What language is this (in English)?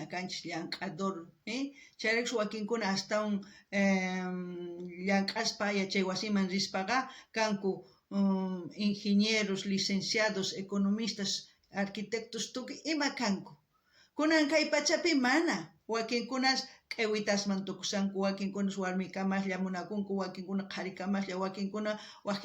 South Bolivian Quechua